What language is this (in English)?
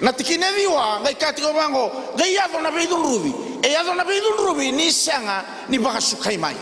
Fijian